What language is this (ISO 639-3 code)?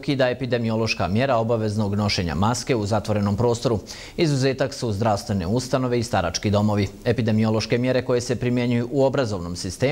bos